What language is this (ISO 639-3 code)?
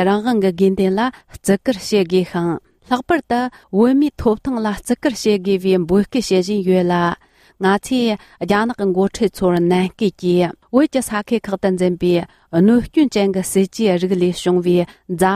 bod